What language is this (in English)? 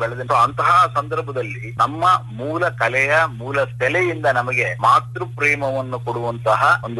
Kannada